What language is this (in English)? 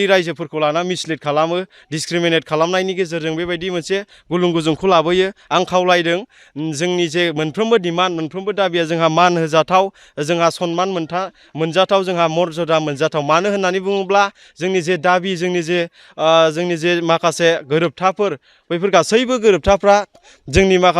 Bodo